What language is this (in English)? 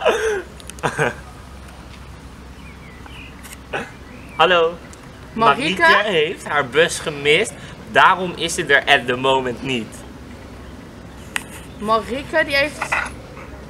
Dutch